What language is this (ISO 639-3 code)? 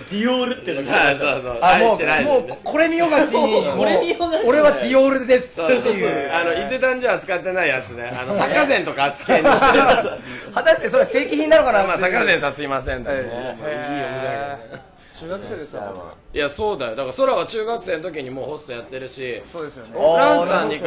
jpn